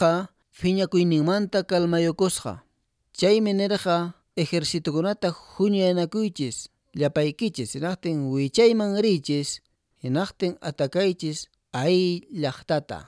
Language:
Quechua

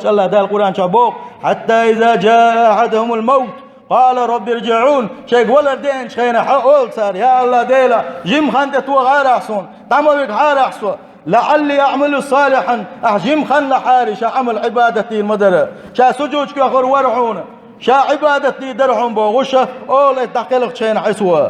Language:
Chechen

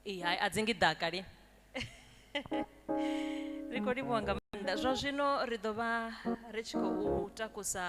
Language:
Venda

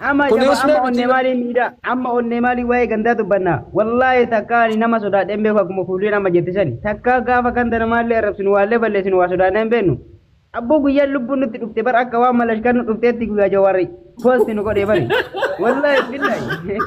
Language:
Oromo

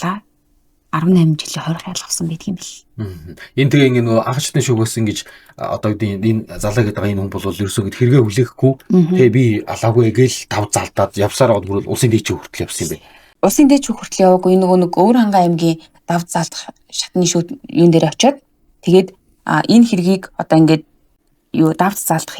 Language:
Mongolian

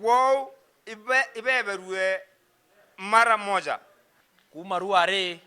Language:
Meru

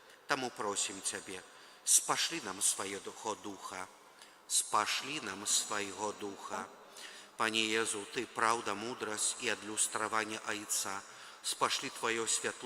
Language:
Belarusian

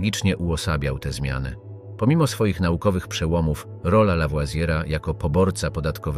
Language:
Polish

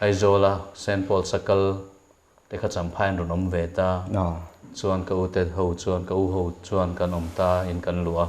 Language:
Mizo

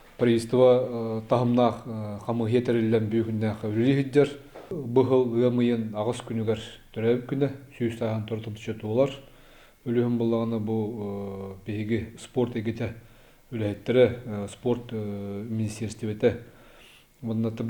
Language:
Yakut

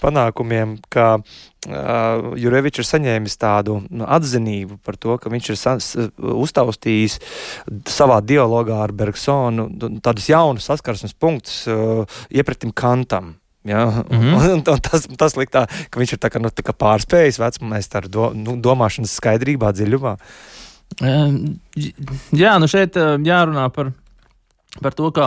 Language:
Latvian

